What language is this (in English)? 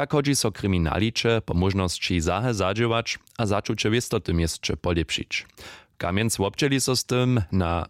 Upper Sorbian